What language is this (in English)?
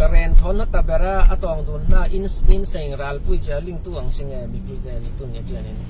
Falam Chin